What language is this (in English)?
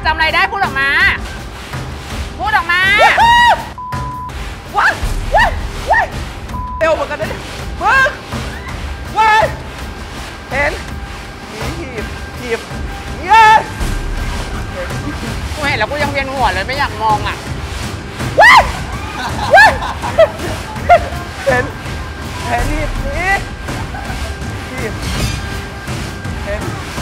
Thai